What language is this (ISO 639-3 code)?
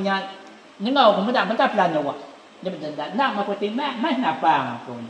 iba